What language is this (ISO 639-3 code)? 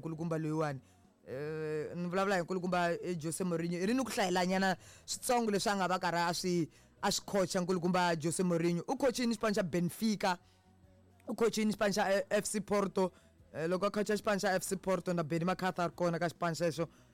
tso